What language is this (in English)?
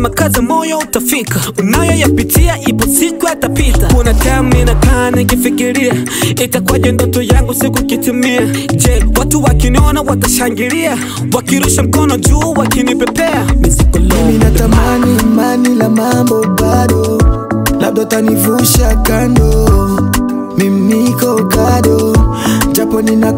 Swahili